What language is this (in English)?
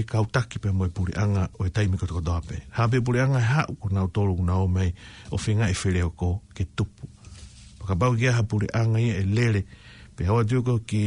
Tongan